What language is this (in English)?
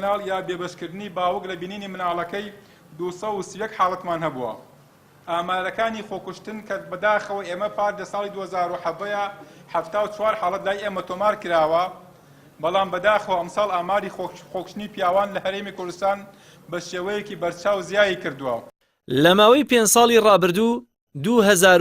Central Kurdish